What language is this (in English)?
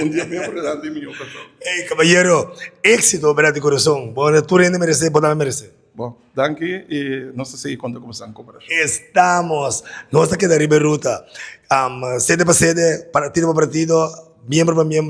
Papiamento